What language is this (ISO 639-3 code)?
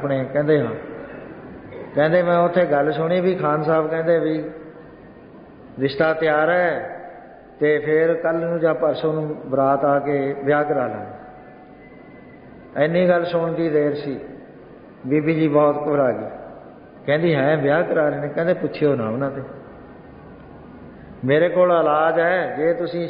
pan